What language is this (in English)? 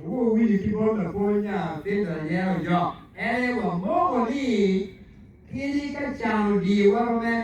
Acoli